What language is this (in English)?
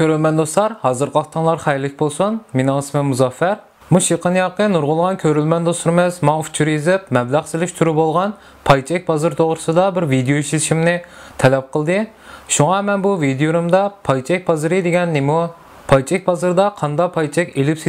Uyghur